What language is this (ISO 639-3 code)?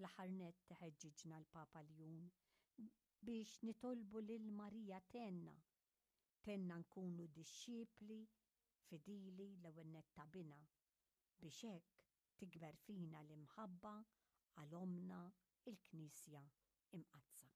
mlt